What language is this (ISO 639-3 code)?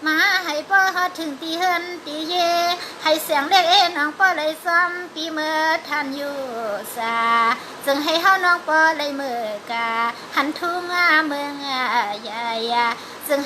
shn